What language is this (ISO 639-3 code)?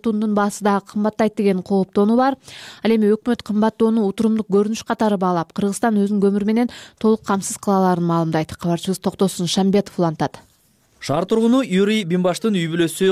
kir